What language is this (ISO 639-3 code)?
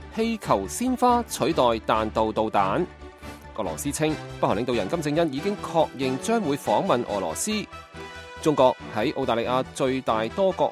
yue